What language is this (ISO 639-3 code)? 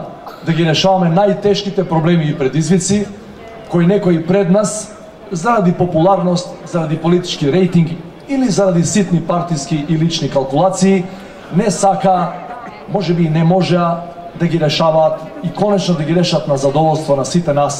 mkd